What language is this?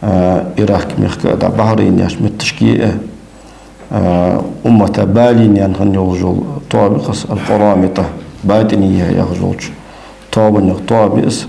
Ingush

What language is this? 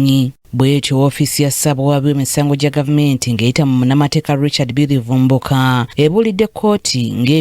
Ganda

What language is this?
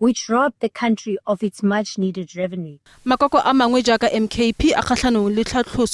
Tswana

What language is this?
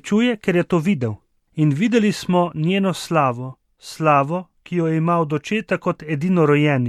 Slovenian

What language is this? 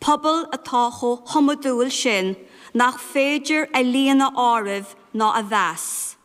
Irish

